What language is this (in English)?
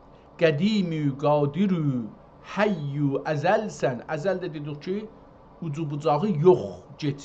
South Azerbaijani